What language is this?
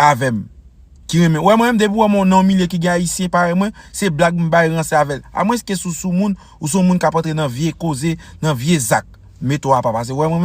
Haitian Creole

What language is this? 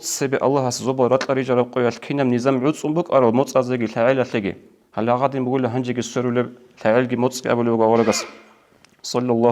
Avaric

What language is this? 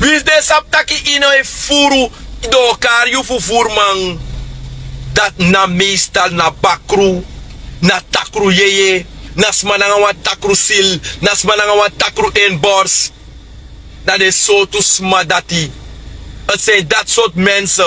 Sranan Tongo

